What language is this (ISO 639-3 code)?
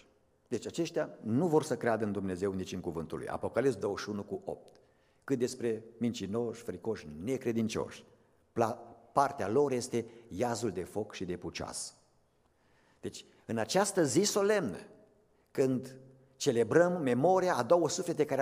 ron